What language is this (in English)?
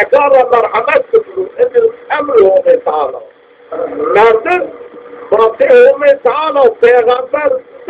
Zaza